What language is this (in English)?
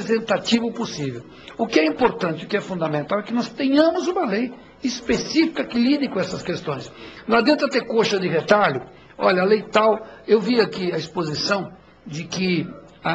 Portuguese